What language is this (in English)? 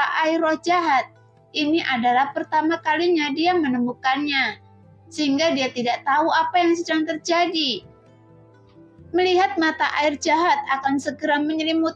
Indonesian